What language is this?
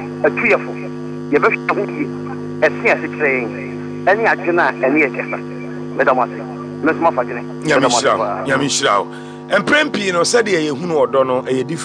Akan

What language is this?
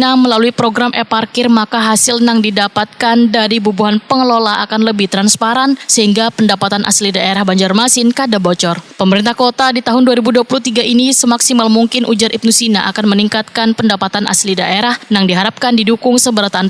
Banjar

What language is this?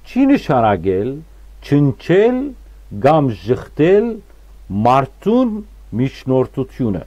Western Armenian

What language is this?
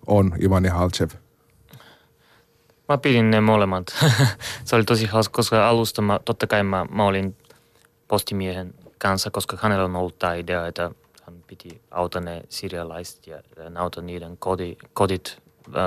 Finnish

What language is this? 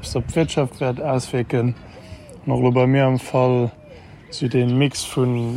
Luxembourgish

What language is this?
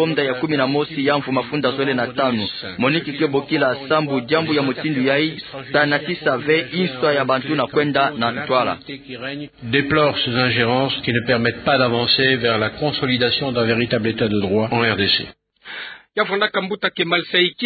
Kituba (Democratic Republic of Congo)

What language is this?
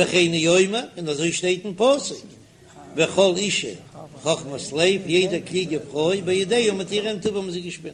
Yiddish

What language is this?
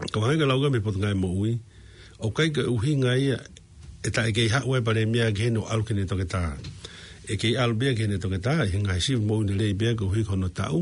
Tongan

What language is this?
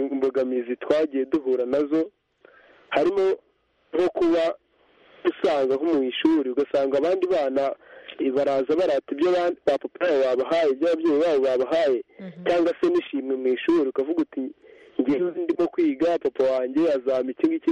Kinyarwanda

